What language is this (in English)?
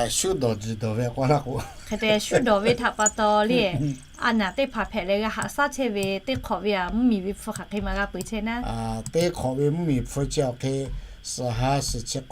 Lahu